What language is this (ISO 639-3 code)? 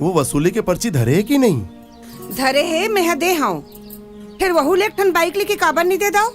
hne